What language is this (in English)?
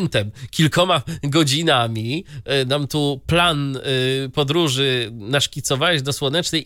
Polish